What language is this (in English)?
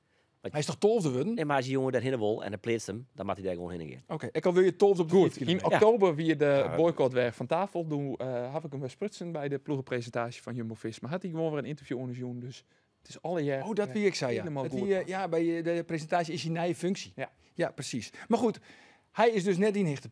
Western Frisian